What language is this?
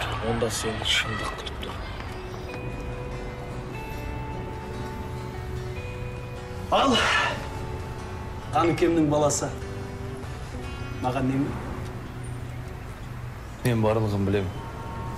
Kazakh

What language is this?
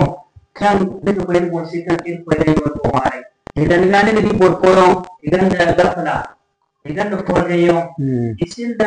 Zarma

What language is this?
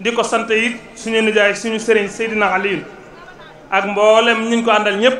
Wolof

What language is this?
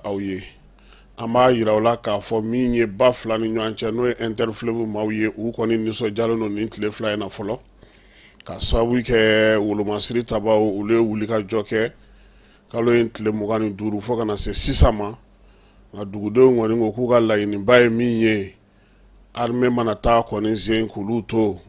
Bambara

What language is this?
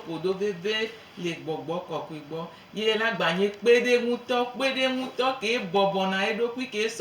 Gen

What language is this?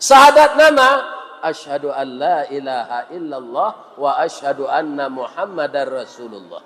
Minangkabau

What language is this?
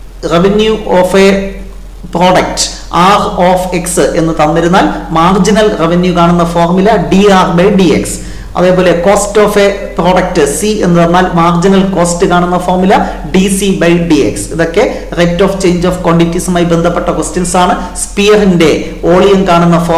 Malayalam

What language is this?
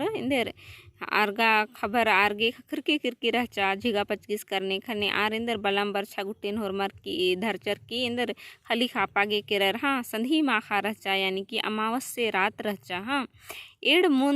Kurukh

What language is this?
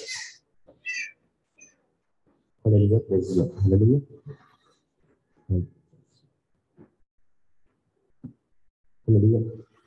Telugu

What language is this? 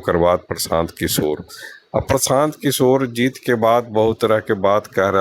Magahi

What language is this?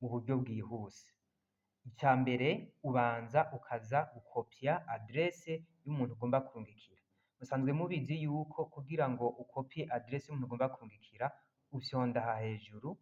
Rundi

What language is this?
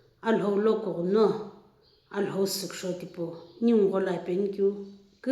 Sumi Naga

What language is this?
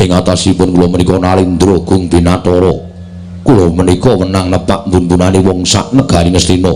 Javanese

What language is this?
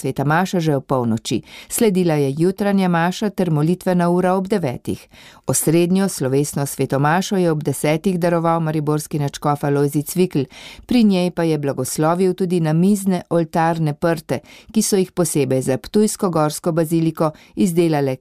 Slovenian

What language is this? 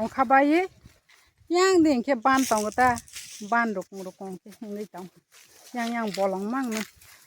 Kok Borok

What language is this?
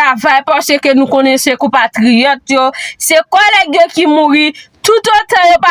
Haitian Creole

